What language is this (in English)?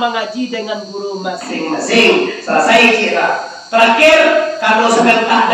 Minangkabau